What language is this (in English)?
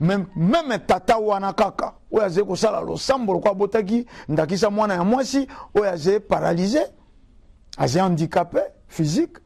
Lingala